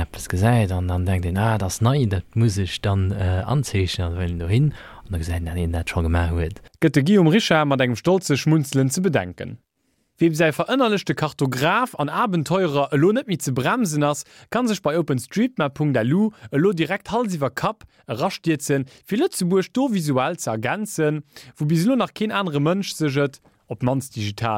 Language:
Luxembourgish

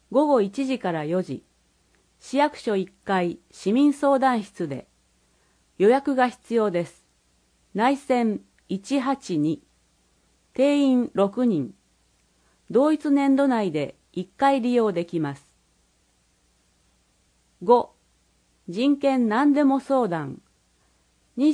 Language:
Japanese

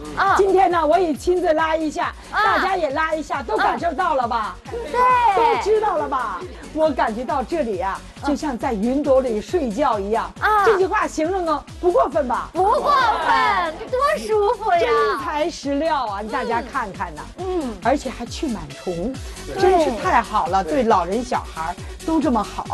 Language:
Chinese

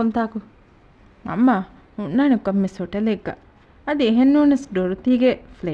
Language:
Divehi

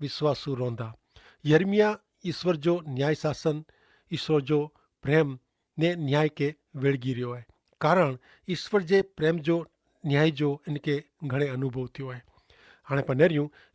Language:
Kachhi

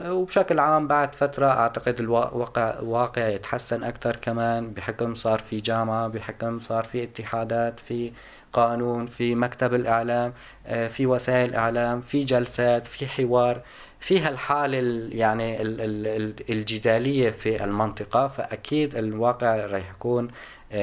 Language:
North Levantine Arabic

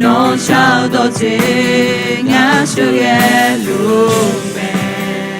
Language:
Akha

